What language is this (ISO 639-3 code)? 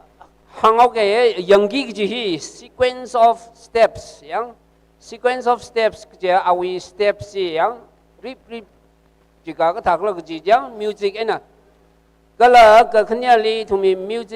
nmf